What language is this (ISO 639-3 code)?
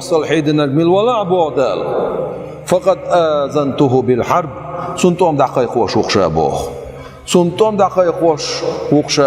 che